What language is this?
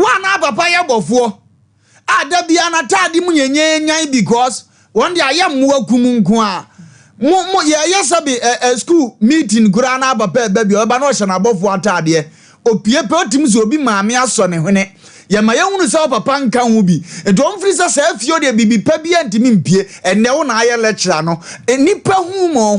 Akan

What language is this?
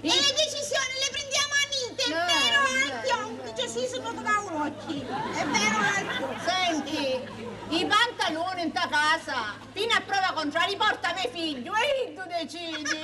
Sicilian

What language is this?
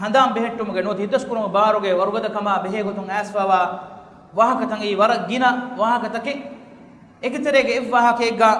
Divehi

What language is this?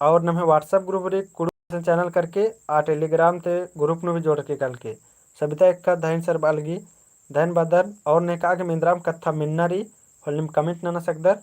Kurukh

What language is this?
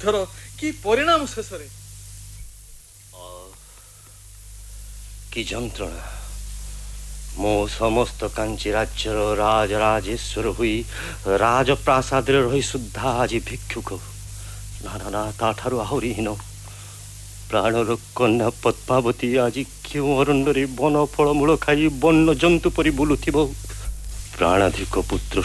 Odia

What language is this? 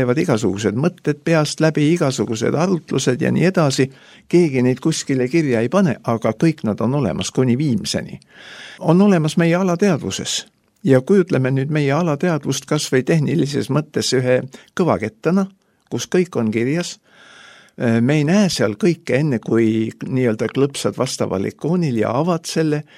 Estonian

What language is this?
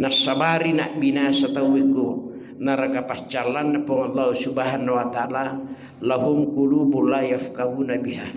Buginese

